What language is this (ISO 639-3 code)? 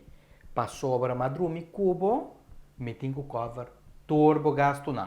pap